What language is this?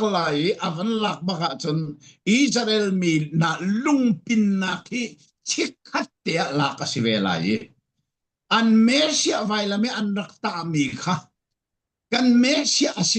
Falam Chin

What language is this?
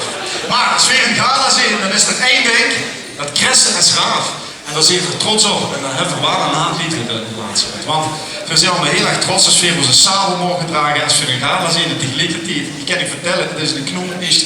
Limburgish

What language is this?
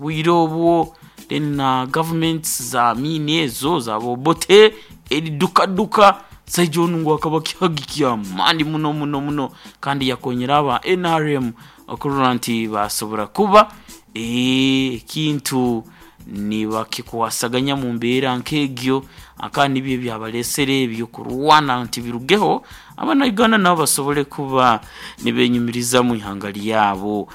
Nyankole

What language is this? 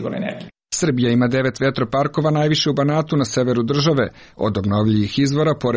Serbian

